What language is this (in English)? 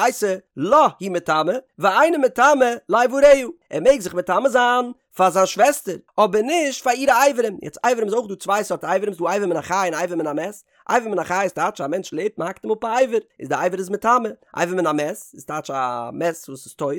Yiddish